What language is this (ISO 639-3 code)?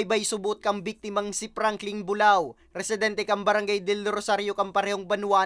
bik